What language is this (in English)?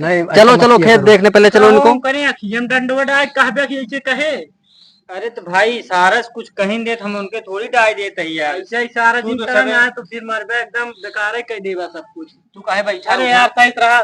Awadhi